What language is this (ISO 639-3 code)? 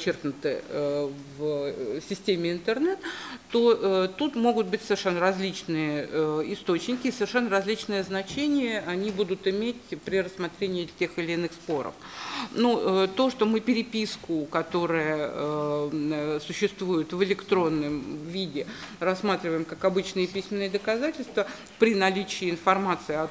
rus